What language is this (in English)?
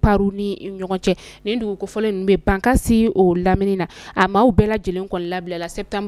Bambara